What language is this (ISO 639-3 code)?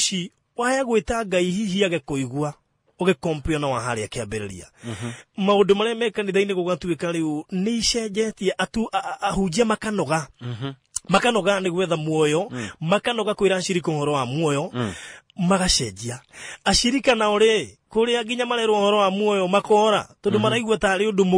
kik